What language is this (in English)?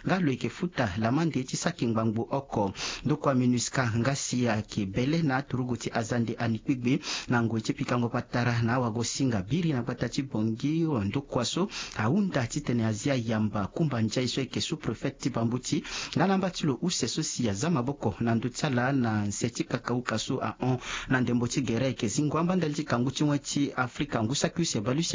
Sango